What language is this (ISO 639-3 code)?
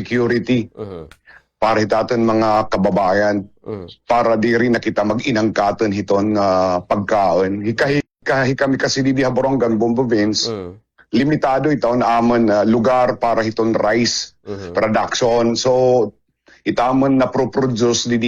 war